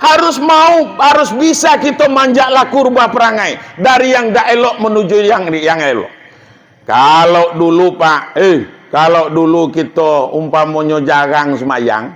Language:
Minangkabau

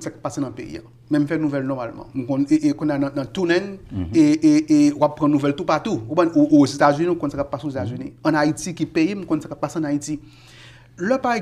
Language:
Haitian Creole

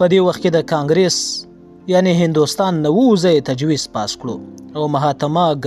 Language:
Pashto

